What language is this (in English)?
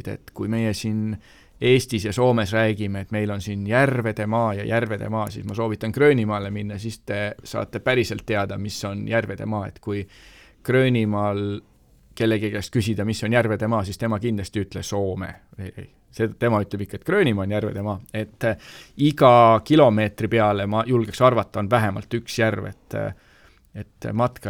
Estonian